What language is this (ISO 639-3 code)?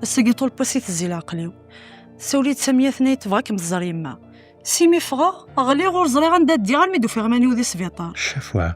kab